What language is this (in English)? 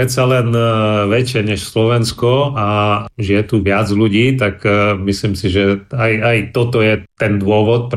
Slovak